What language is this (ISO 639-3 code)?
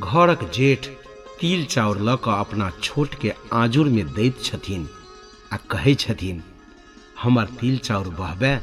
mai